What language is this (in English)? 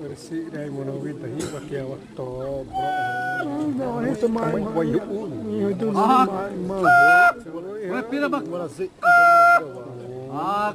Xavánte